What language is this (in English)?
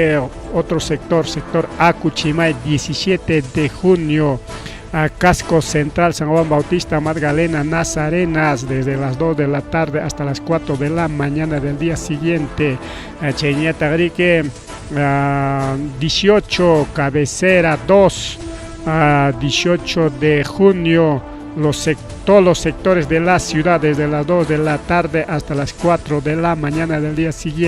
Ayacucho Quechua